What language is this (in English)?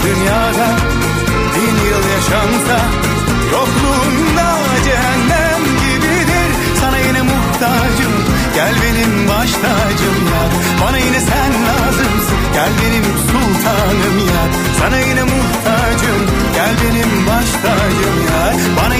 Turkish